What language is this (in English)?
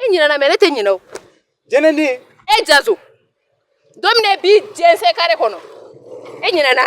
Bambara